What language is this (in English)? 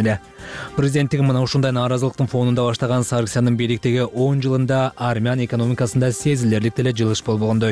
Kyrgyz